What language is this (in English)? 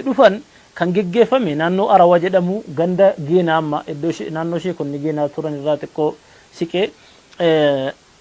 Oromo